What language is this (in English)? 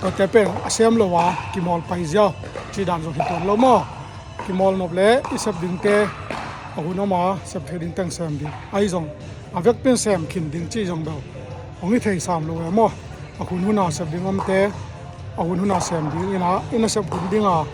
Tedim Chin